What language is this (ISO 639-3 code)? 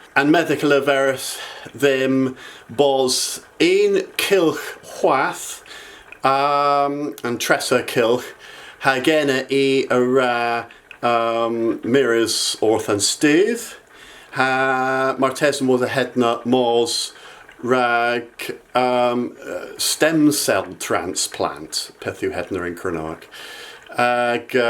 cor